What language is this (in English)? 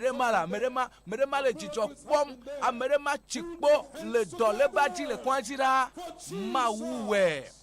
Ewe